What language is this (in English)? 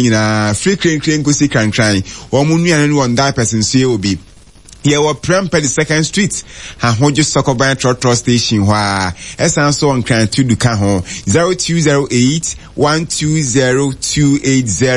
Akan